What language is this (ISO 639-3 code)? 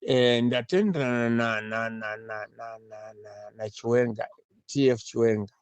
sna